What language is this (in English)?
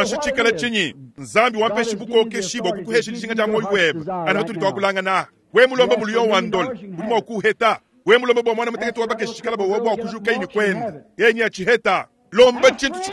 Luba-Lulua